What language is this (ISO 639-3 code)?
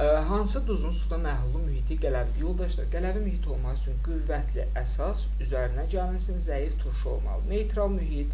aze